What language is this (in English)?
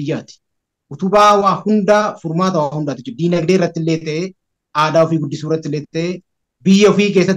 Oromo